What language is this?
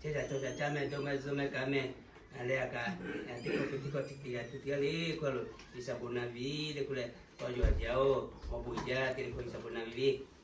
Lahu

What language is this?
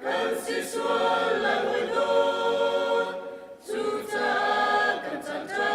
Hakha Chin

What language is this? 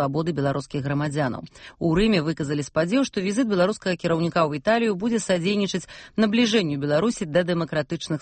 Belarusian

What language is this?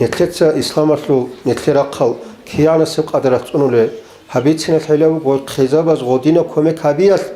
Avaric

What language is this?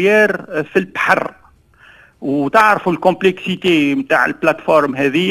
Tunisian Arabic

